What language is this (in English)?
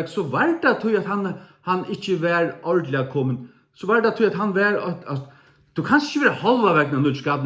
Faroese